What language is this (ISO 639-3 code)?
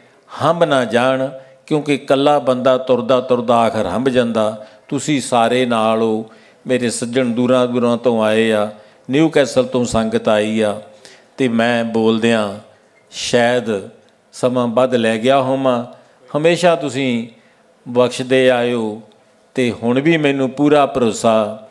pan